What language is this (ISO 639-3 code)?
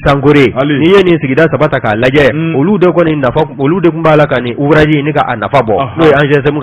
bam